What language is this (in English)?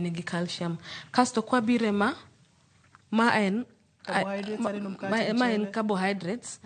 Luo (Kenya and Tanzania)